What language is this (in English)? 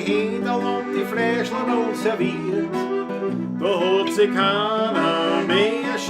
Bavarian